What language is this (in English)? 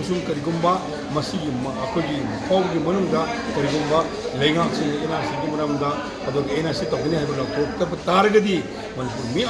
Manipuri